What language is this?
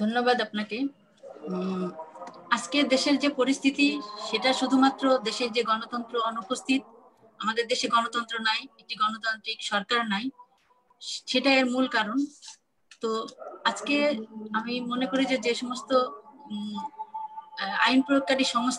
Bangla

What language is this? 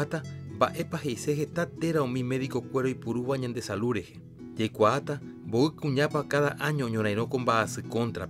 Guarani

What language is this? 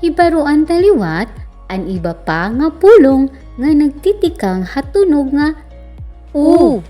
Waray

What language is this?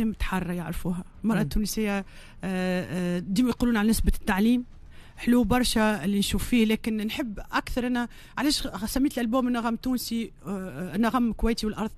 Tunisian Arabic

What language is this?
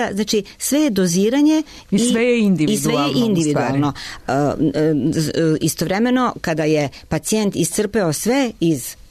Serbian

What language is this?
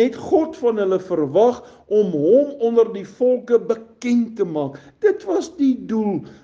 Afrikaans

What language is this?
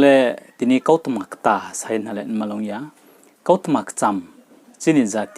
Riang (India)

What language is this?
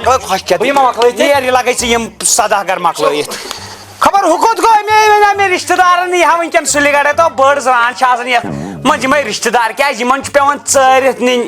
Kashmiri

